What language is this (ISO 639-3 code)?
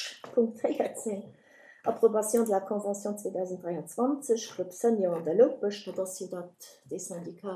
ltz